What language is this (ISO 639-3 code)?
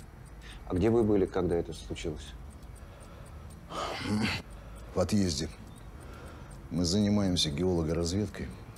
rus